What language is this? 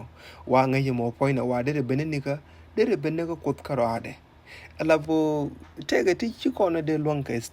Nuer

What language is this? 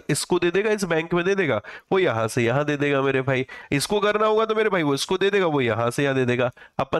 Hindi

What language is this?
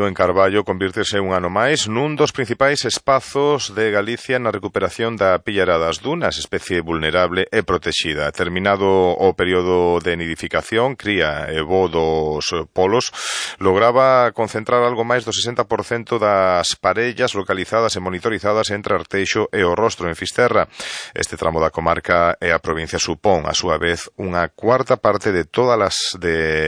Galician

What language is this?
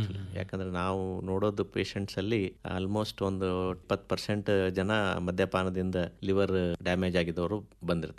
Kannada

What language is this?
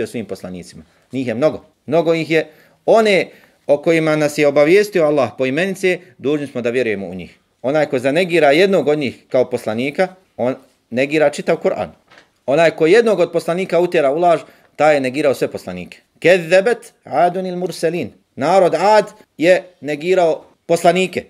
Bosnian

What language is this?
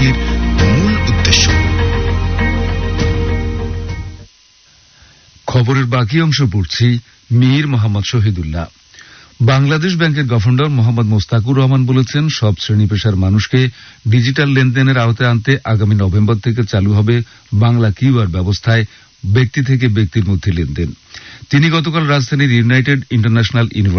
Bangla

